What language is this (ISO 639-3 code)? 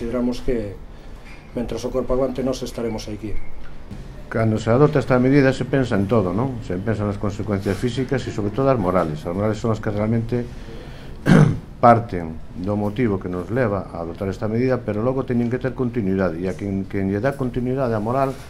glg